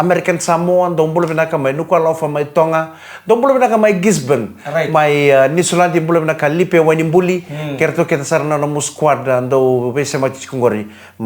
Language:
Fijian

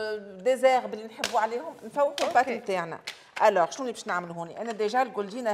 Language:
Tunisian Arabic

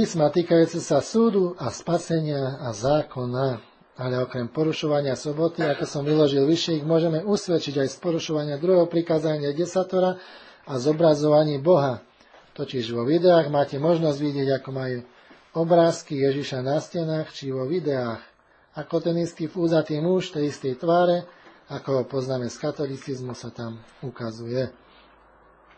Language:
Slovak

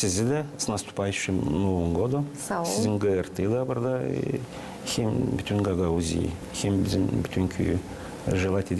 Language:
Gagauz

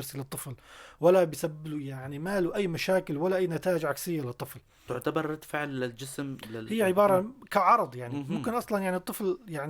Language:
North Levantine Arabic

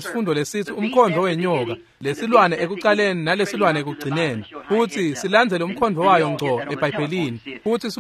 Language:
Swati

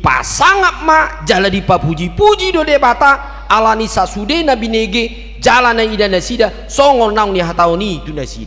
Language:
Batak Toba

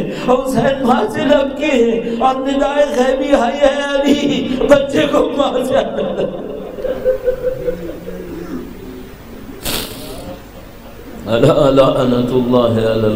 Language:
Urdu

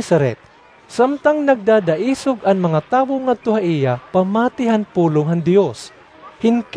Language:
Waray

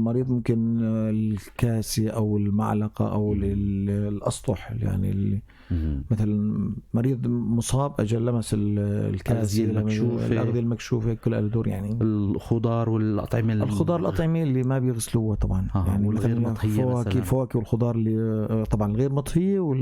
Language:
North Levantine Arabic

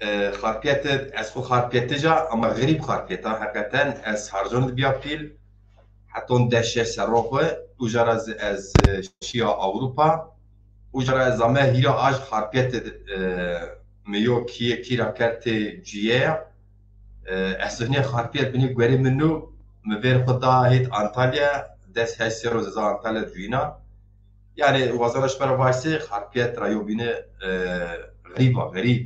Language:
Zaza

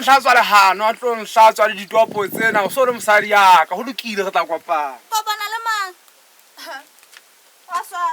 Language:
Southern Sotho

